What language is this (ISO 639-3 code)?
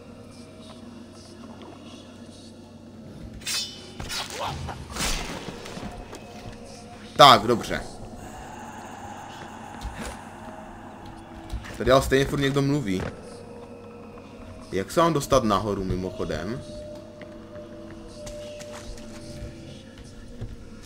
ces